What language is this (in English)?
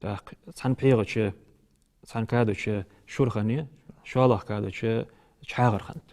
Ingush